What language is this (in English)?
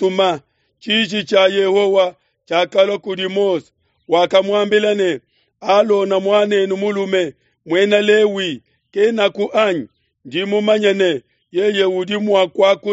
Luba-Lulua